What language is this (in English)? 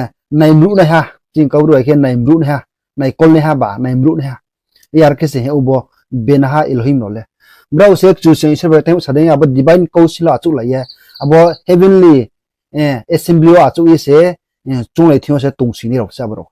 Riang (India)